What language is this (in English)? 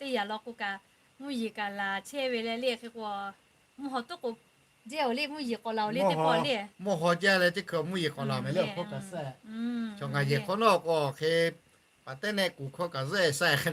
Lahu